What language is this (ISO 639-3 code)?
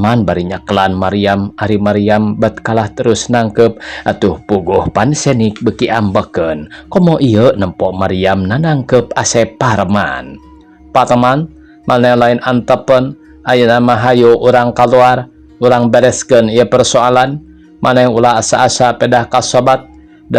sun